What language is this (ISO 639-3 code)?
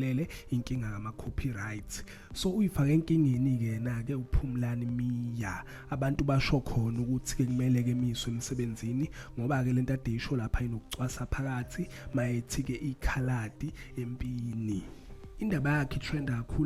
zul